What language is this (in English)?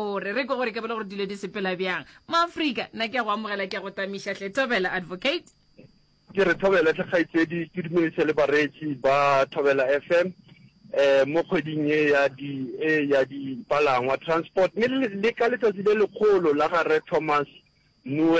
Northern Sotho